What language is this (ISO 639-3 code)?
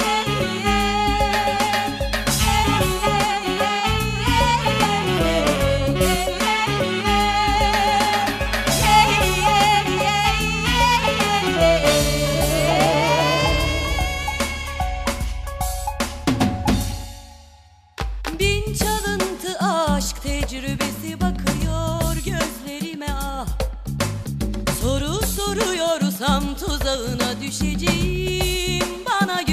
tur